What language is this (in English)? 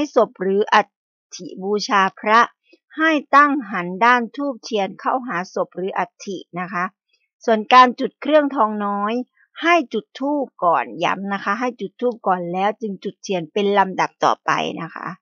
Thai